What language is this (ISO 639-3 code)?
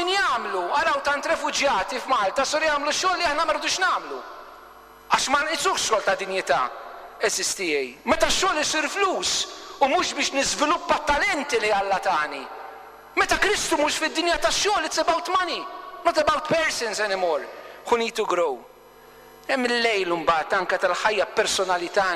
mlt